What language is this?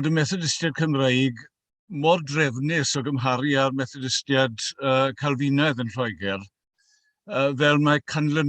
Welsh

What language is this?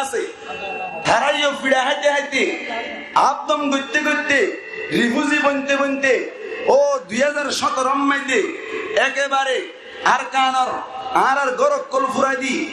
Rohingya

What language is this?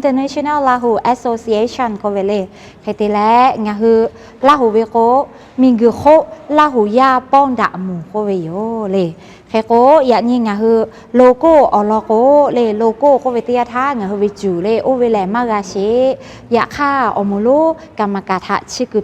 Lahu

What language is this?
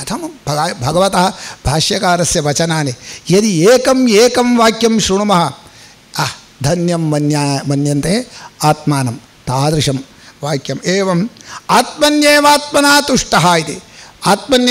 Sanskrit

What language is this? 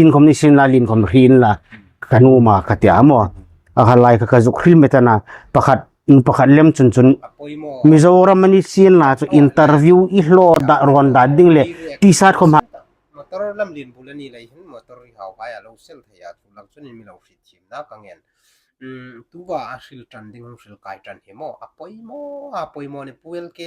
Hmar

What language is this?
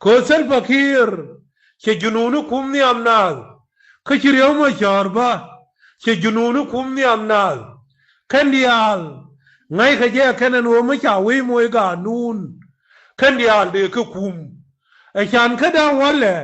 Nuer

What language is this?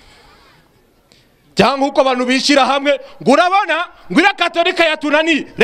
Kinyarwanda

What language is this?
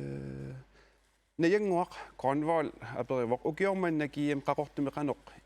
Kalaallisut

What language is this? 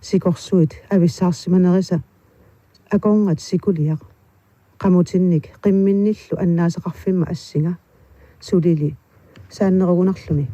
Kalaallisut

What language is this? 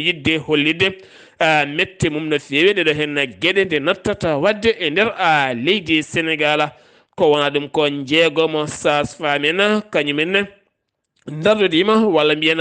Fula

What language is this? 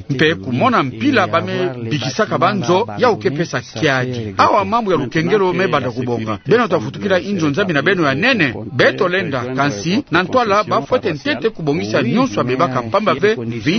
Kituba (Democratic Republic of Congo)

